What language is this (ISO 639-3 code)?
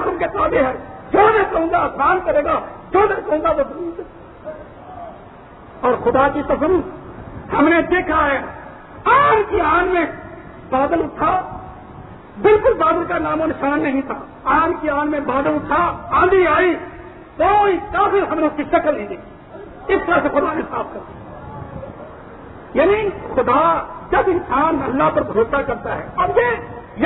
urd